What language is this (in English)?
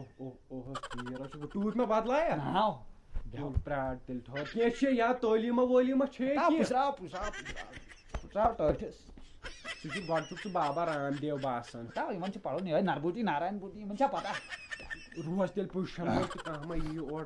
Kashmiri